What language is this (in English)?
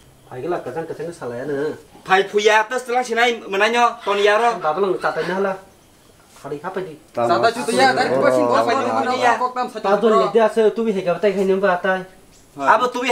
Kok Borok